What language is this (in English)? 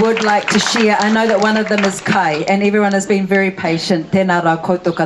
Māori